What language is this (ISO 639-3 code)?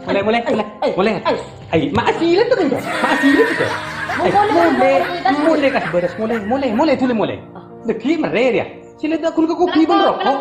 mad